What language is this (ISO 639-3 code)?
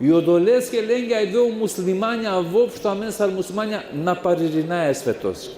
rmn